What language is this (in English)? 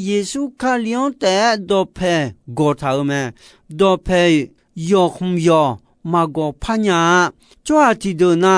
Akha